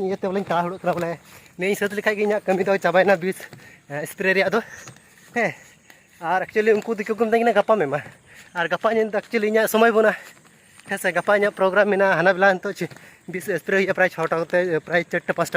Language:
Santali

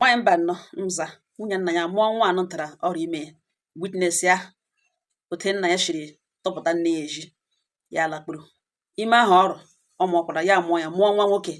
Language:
Igbo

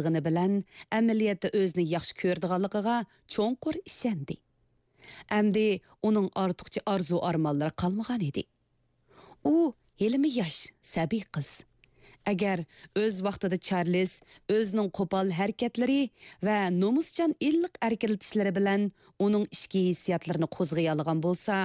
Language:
Uyghur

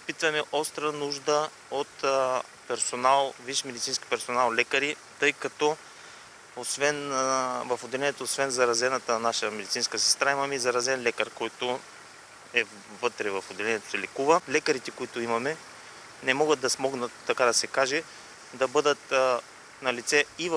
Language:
Bulgarian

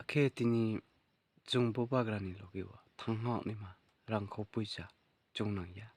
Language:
Riang (India)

